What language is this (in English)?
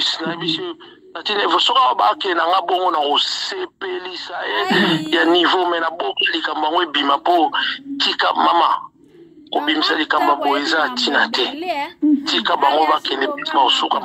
Lingala